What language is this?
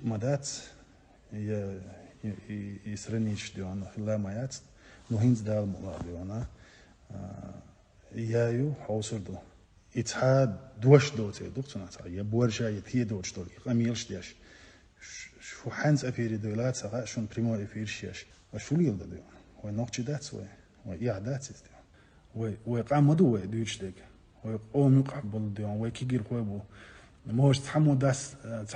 Chechen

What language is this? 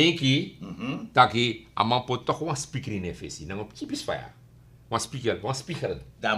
Sranan Tongo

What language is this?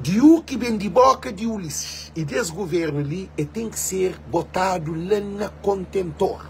Kabuverdianu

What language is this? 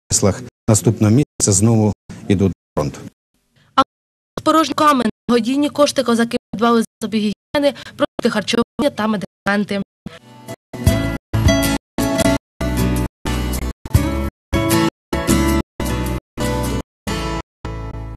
Ukrainian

